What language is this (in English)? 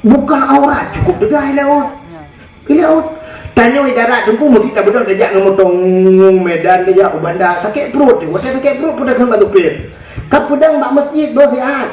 Achinese